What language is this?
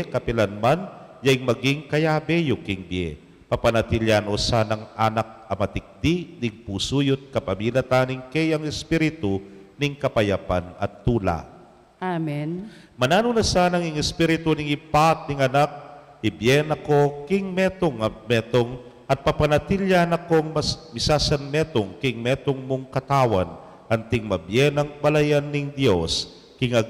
Pampanga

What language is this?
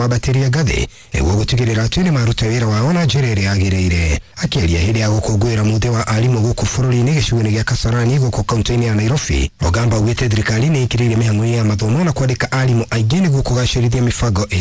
Kikuyu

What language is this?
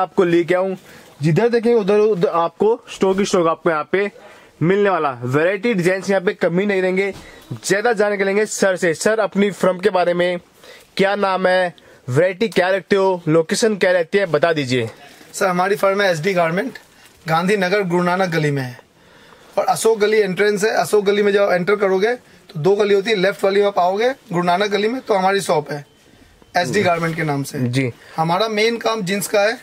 Hindi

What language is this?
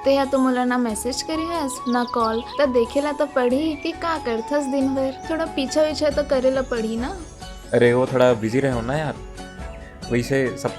Chhattisgarhi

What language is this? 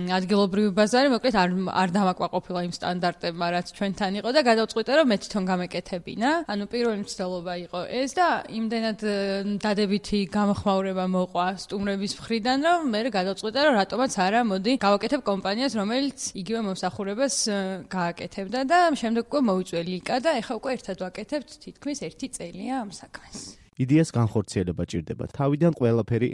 Georgian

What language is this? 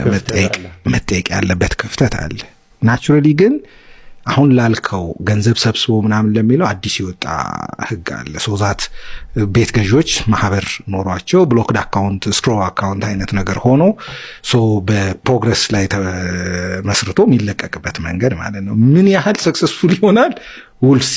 Amharic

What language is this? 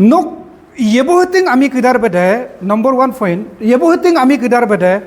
Adi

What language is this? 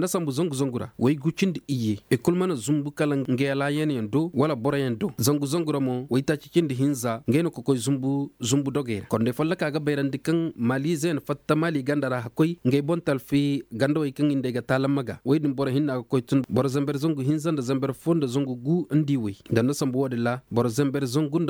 Koyraboro Senni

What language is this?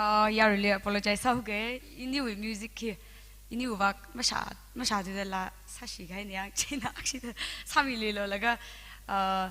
Tangkhul Naga (India)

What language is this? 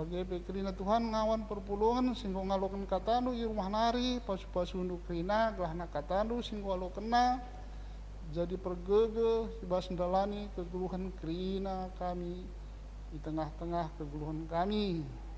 Batak Karo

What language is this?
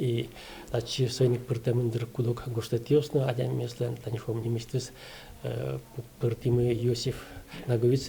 Udmurt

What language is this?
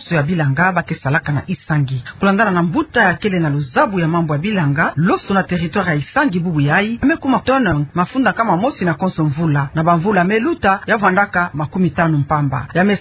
Kituba (Democratic Republic of Congo)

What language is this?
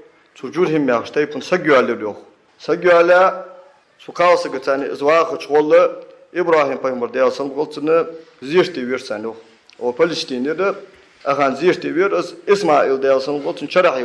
Ingush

